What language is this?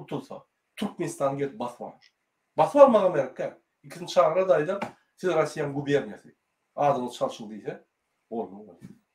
Turkmen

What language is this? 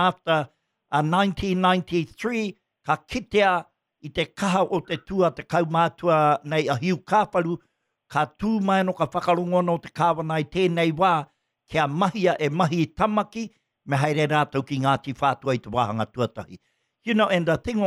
Māori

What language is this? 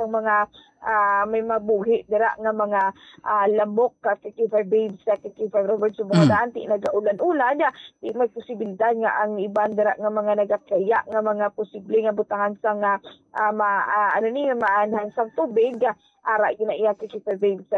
Hiligaynon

